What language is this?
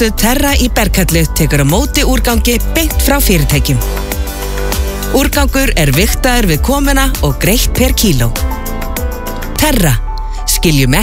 Icelandic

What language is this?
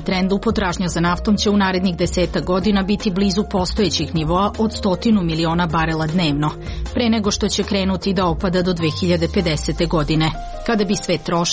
Serbian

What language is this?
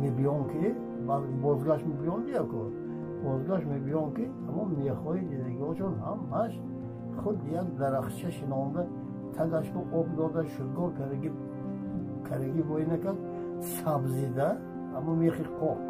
Tajik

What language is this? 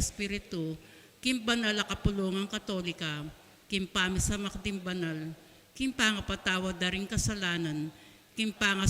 Pampanga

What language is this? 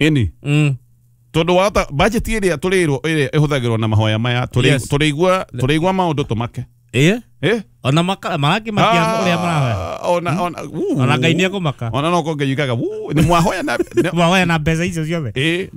Kikuyu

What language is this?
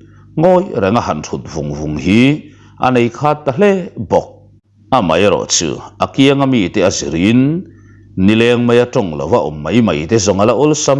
Mizo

